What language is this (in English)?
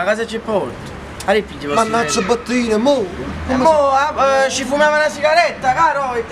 Neapolitan